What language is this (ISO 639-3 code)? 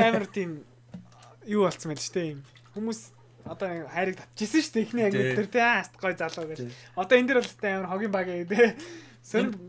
mon